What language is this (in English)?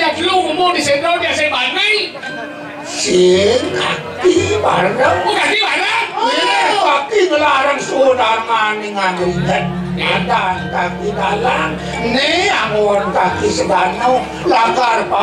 Balinese